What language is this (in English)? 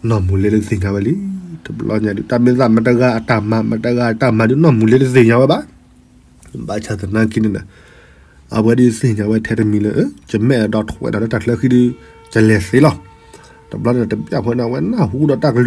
S'gaw Karen